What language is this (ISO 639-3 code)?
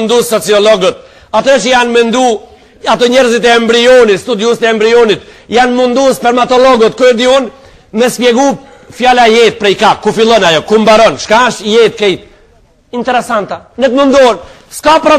sqi